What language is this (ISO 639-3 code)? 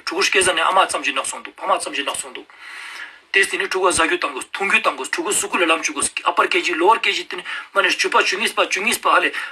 lbj